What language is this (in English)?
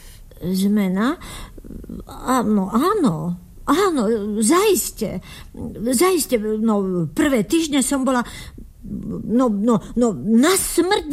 Slovak